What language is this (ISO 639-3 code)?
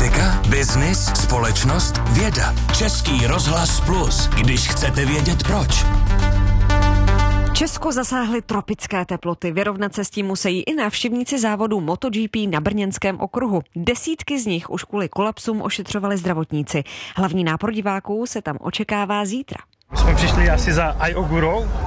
ces